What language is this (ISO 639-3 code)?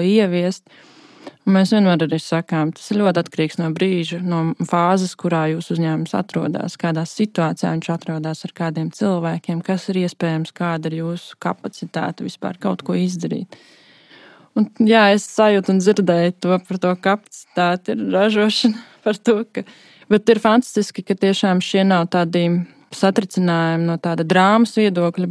lav